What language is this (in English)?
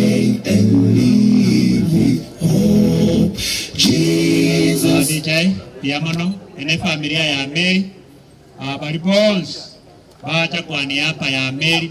Gusii